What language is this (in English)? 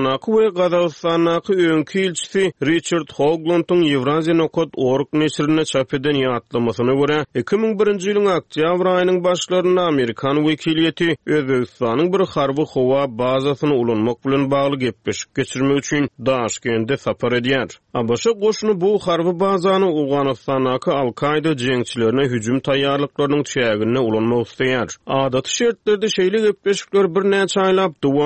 Turkmen